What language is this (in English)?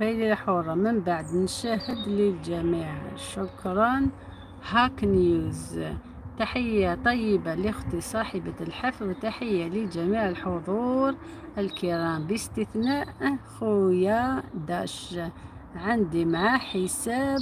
Algerian Arabic